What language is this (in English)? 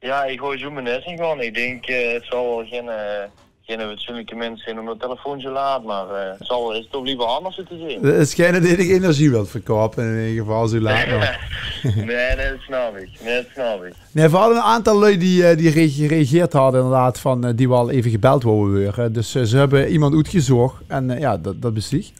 Limburgish